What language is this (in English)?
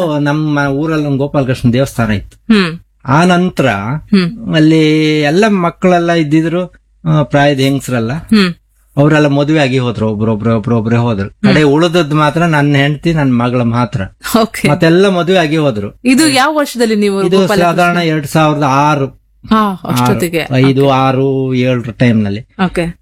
Kannada